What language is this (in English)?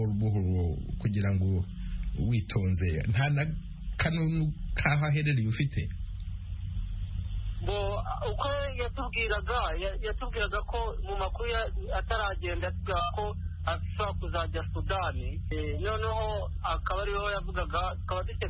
Kinyarwanda